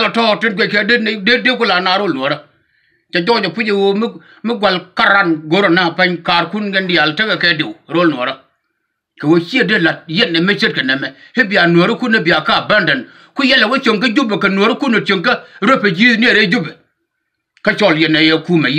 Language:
Nuer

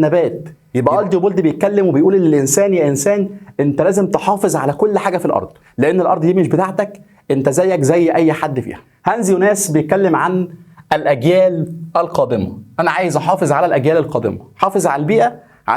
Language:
Egyptian Arabic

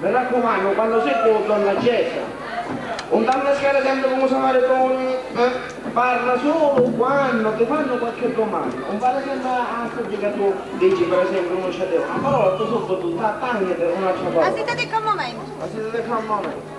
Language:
Sicilian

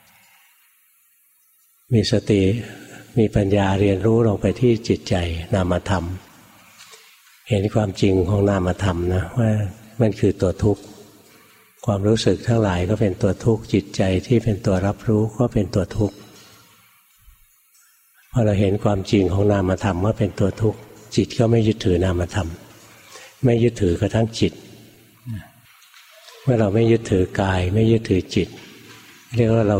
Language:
Thai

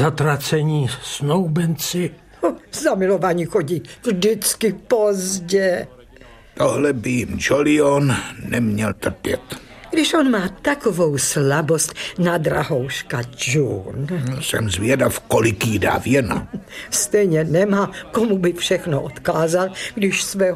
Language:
Czech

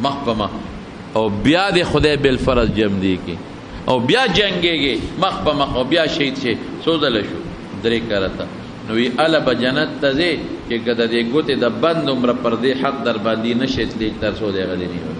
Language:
Pashto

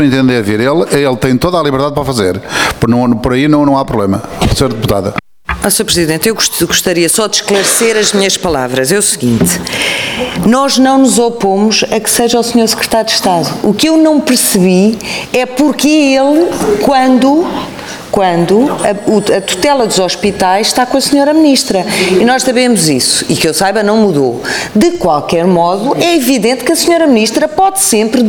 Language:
Portuguese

